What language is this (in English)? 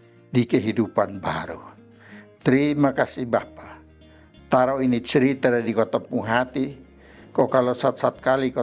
Kupang Malay